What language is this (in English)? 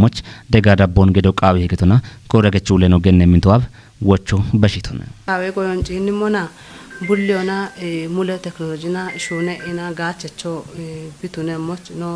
Kafa